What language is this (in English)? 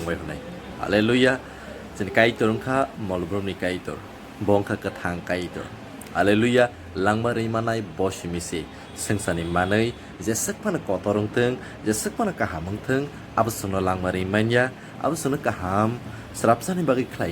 Kok Borok